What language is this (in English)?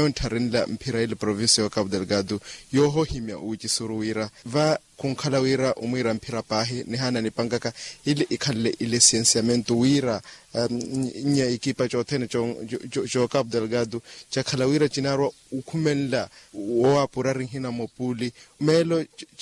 Makhuwa